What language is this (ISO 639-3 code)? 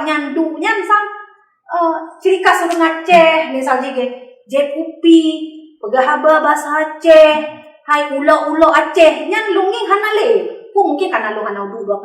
ace